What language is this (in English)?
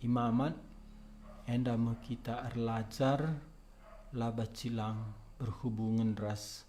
Batak Karo